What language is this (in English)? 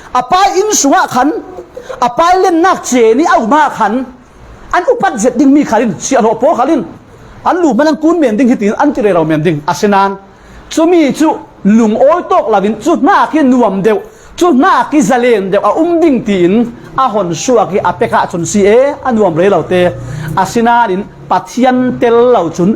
Falam Chin